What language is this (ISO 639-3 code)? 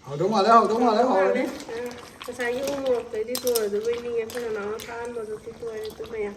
mni